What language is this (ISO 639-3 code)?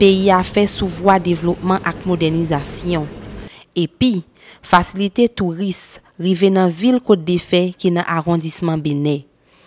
hat